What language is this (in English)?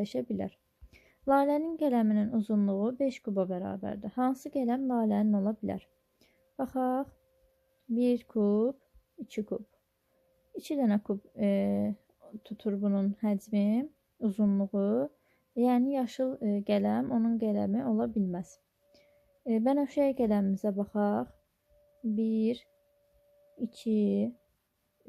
Azerbaijani